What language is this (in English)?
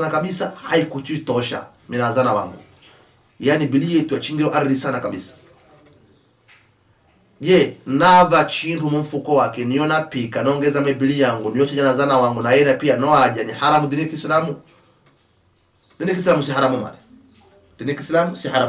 Swahili